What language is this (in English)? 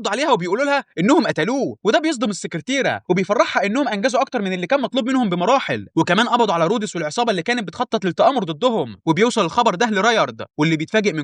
Egyptian Arabic